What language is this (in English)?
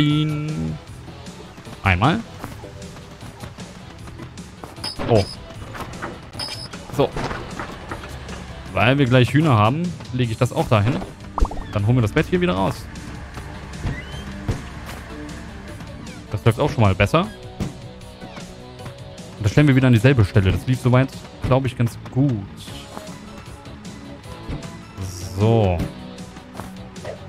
German